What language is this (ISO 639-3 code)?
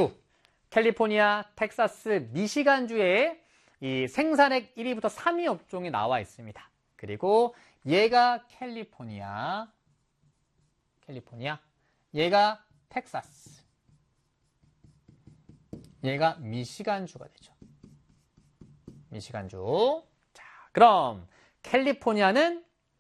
kor